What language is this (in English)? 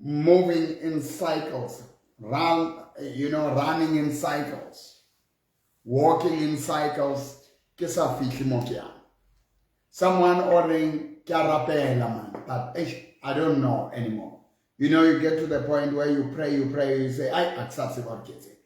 Southern Sotho